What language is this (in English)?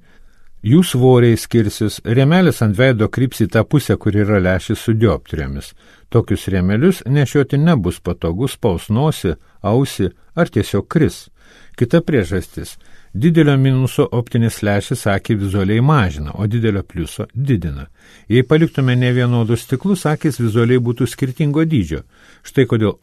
Lithuanian